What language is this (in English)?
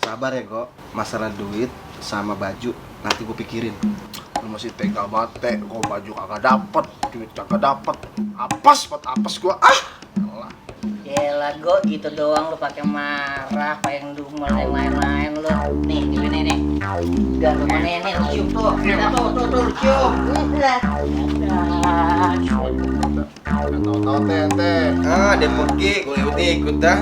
Betawi